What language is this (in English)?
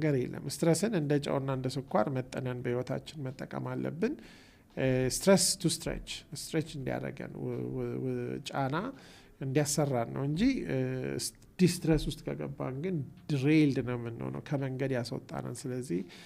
Amharic